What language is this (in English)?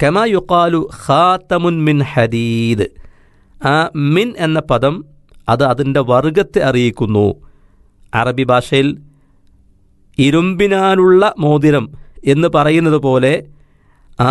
Malayalam